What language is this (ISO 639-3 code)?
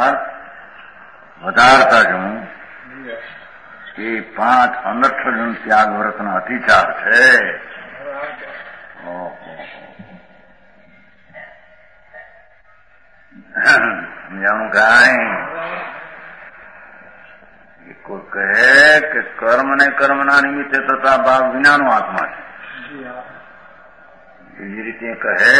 guj